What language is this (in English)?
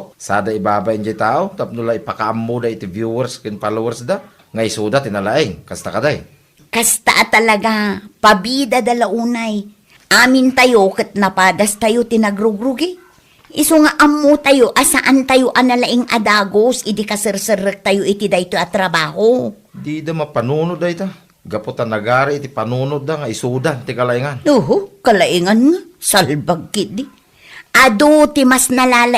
Iloko